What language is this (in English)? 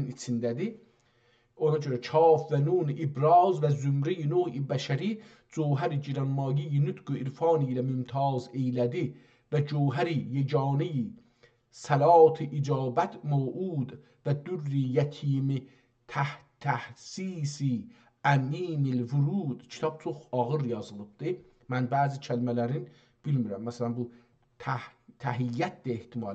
South Azerbaijani